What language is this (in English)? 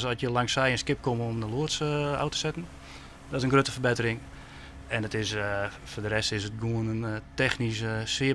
Western Frisian